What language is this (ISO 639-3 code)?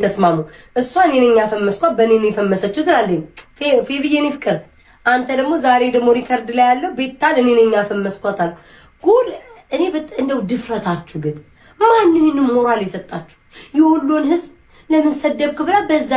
amh